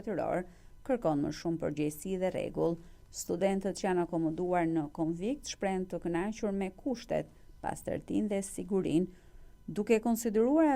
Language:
Albanian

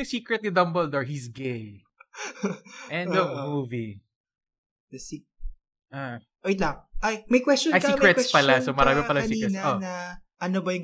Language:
Filipino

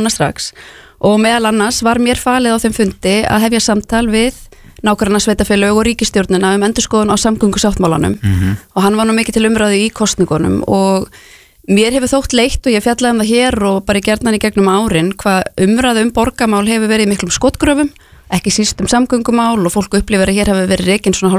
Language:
Icelandic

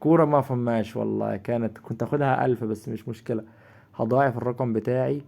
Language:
Egyptian Arabic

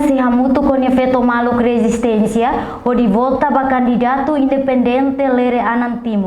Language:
Tetum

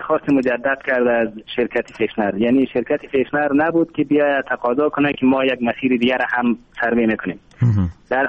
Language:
Persian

